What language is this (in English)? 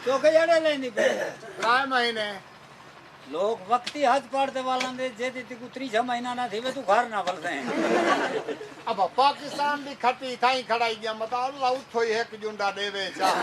Saraiki